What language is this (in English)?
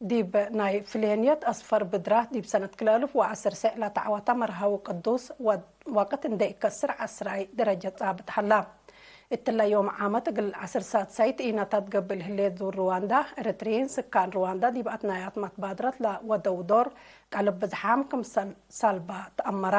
Tigre